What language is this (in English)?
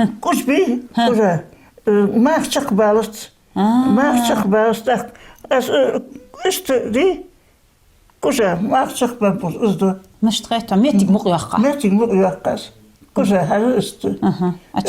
Ingush